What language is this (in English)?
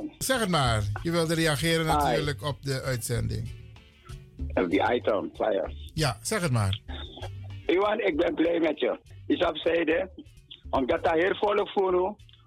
Dutch